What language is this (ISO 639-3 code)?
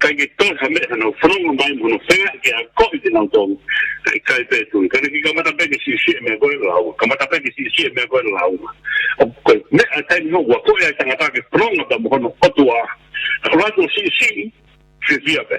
ton